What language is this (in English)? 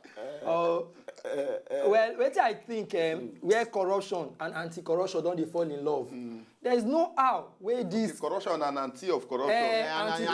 Nigerian Pidgin